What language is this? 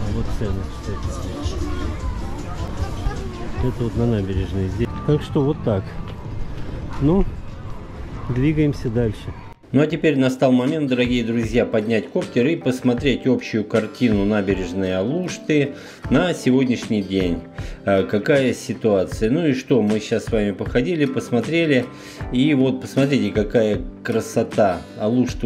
Russian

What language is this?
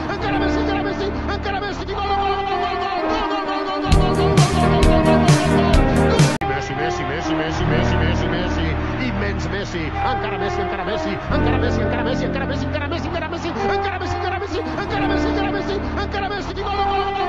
Catalan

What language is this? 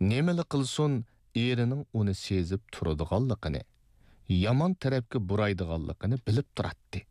Uyghur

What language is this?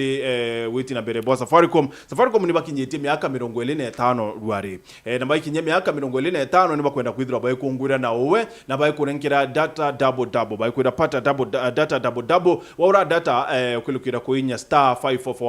Meru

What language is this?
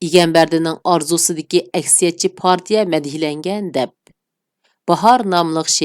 Uyghur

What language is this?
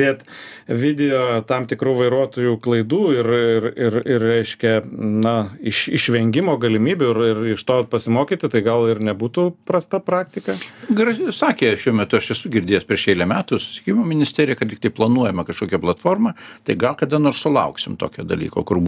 Lithuanian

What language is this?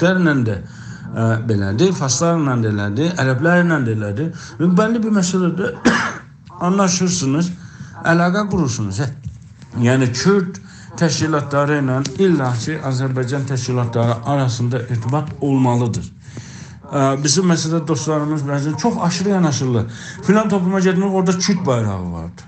South Azerbaijani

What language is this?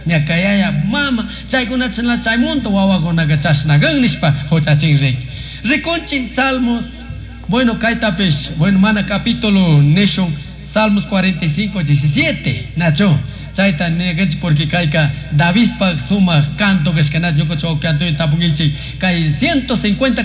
Chimborazo Highland Quichua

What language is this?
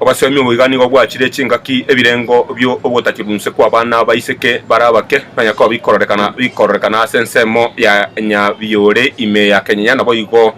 Gusii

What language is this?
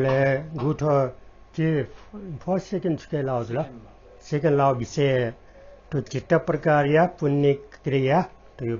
Newari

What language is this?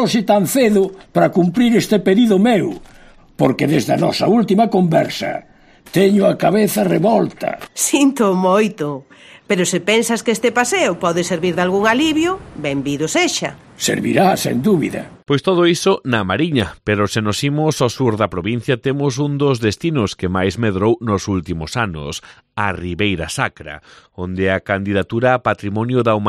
Galician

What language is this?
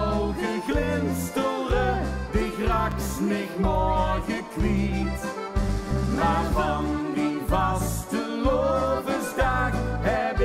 Limburgish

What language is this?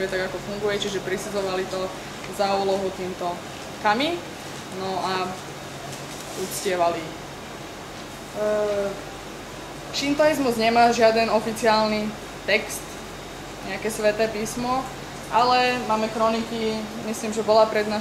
Slovak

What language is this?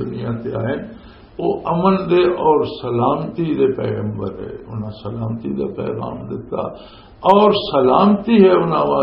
Western Panjabi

